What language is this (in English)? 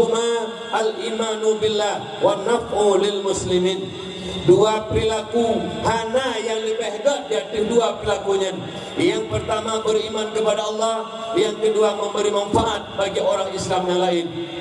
Achinese